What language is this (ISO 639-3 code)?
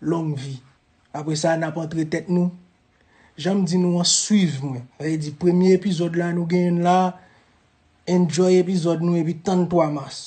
hat